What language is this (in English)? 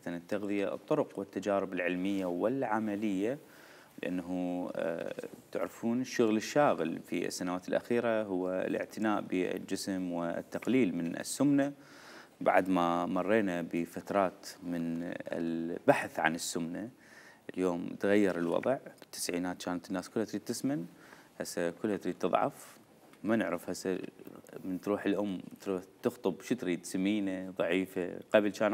Mesopotamian Arabic